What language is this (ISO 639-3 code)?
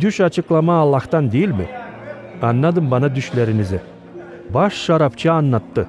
gag